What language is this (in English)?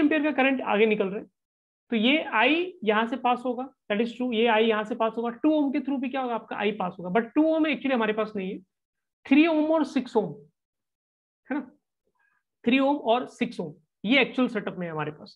Hindi